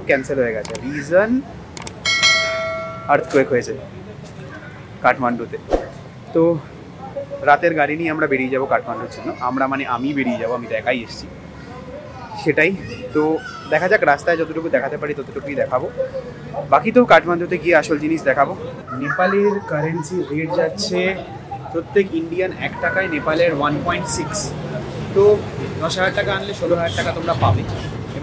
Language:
Bangla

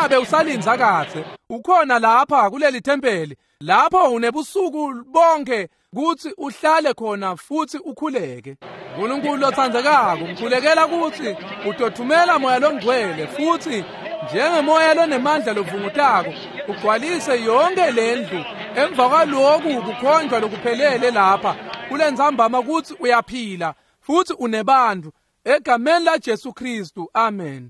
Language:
Swati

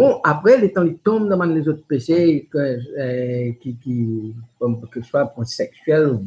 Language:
Morisyen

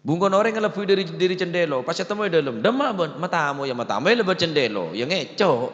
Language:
Madurese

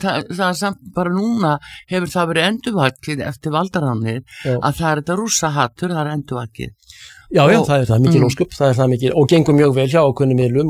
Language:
Icelandic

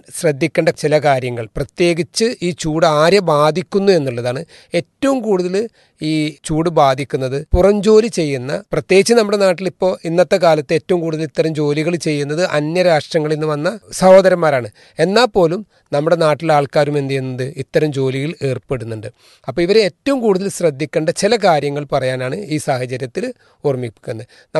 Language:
Malayalam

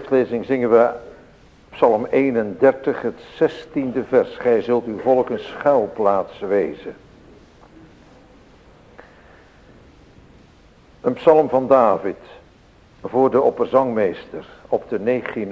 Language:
Dutch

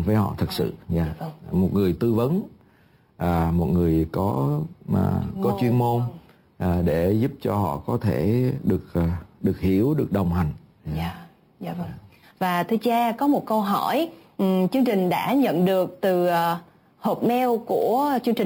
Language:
Vietnamese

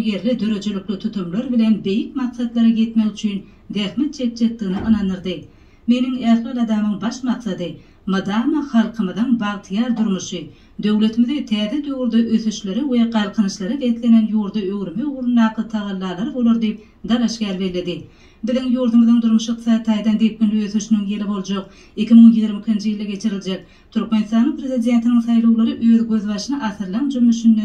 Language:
Turkmen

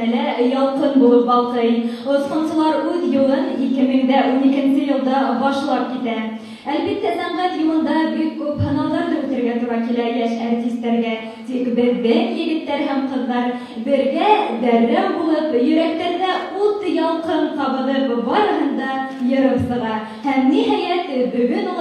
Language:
Bashkir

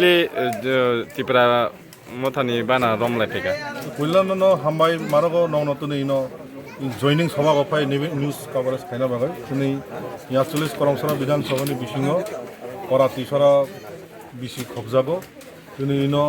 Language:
Kok Borok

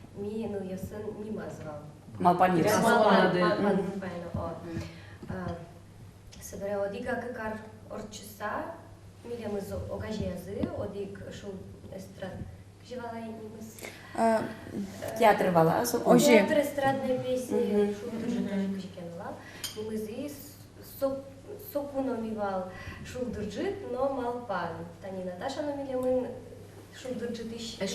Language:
Udmurt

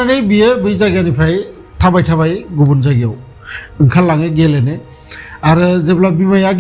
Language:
Bodo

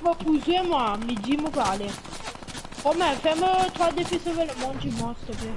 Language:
Morisyen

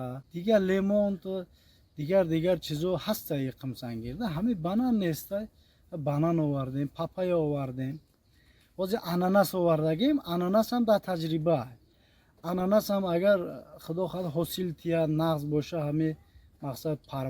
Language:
Tajik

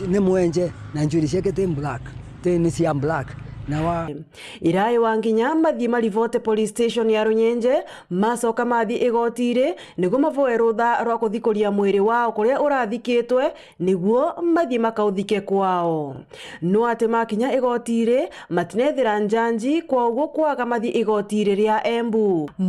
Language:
Meru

